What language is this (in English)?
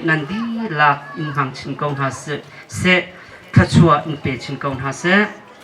Hakha Chin